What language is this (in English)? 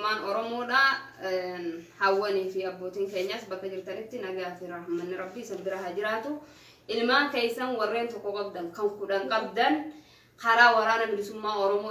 Oromo